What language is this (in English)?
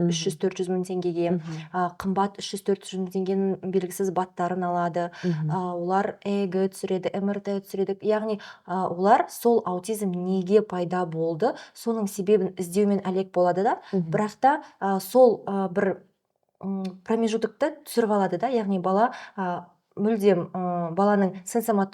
Kazakh